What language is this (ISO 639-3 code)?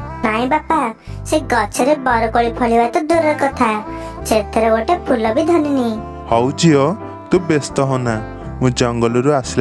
ori